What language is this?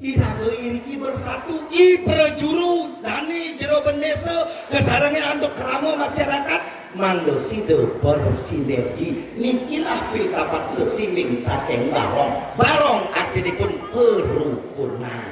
Balinese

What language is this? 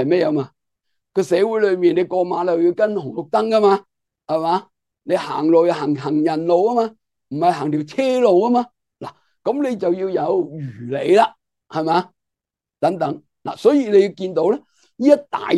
Cantonese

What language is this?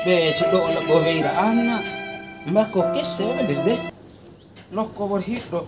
Bima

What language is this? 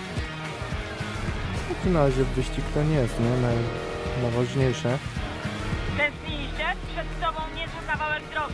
Polish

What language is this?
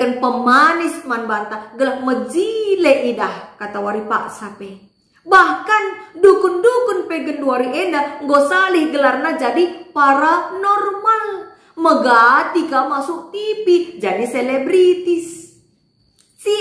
Batak Karo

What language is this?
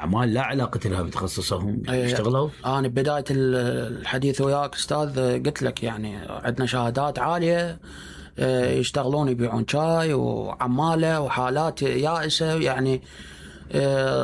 Mesopotamian Arabic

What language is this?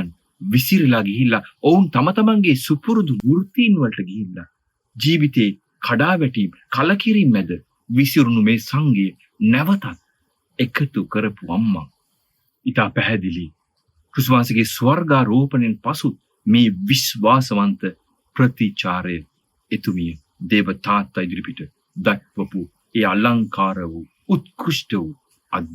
Sinhala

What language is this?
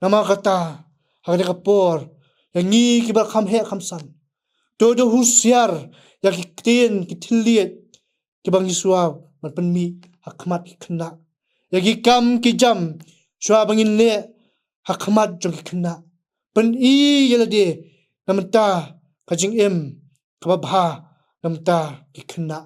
Khasi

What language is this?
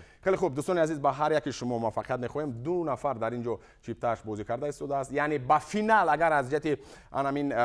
Tajik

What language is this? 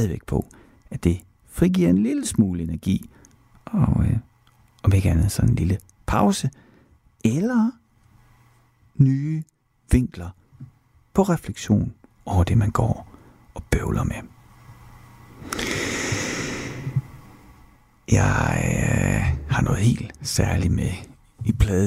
Danish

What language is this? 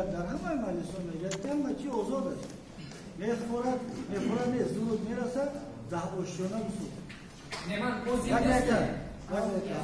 Tajik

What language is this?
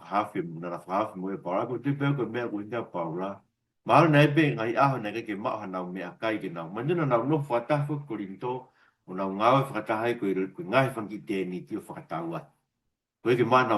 Tongan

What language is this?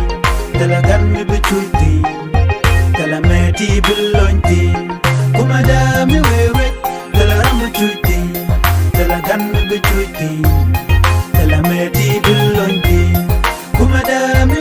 Nuer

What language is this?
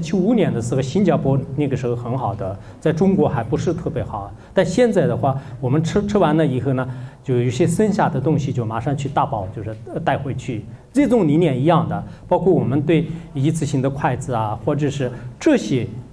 Chinese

